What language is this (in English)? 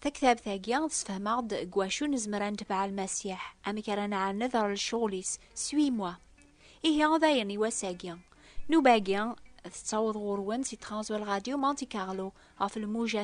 Kabyle